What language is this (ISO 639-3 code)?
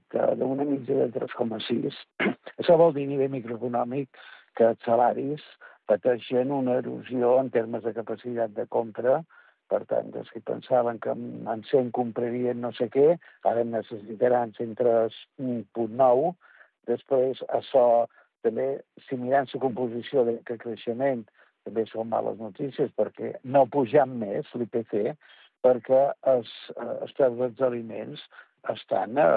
cat